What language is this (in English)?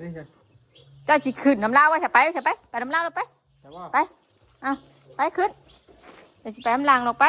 Northeastern Thai